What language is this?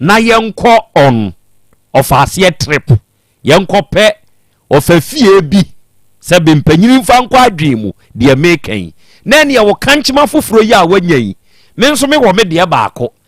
Akan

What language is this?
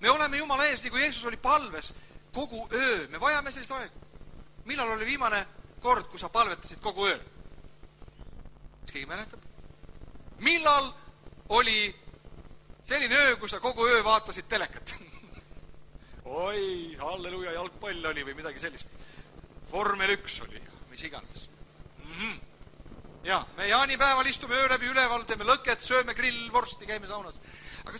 Estonian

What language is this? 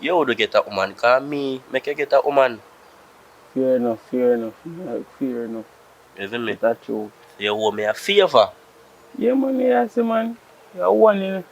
Jamaican Creole English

